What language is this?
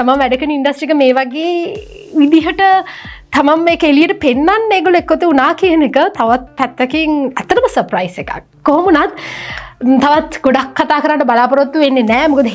Sinhala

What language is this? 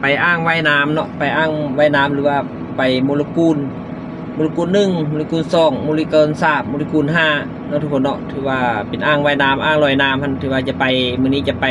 Lao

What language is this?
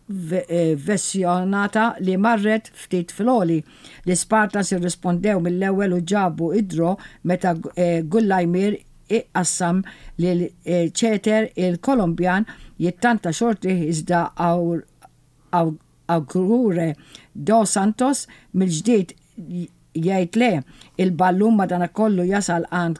Maltese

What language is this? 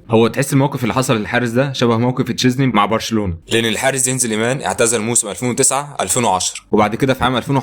Egyptian Arabic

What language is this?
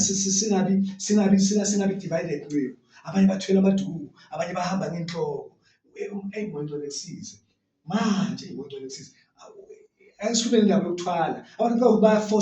Zulu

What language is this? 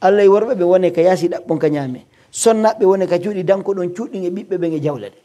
Pular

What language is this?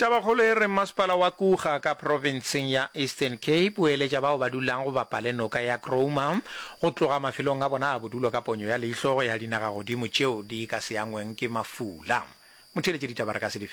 Northern Sotho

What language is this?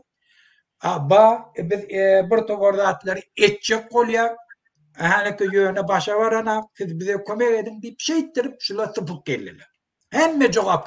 Turkmen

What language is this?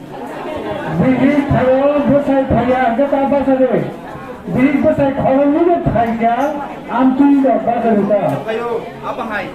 Kok Borok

